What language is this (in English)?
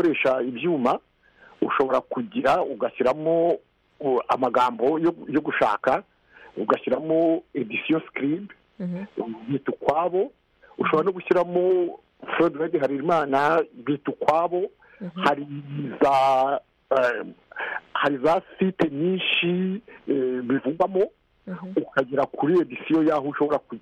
Kinyarwanda